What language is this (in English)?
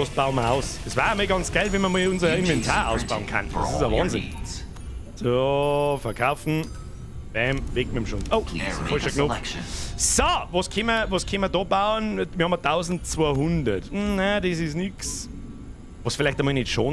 Bavarian